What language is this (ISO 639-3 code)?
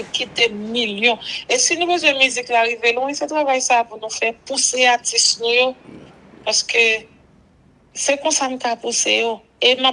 hat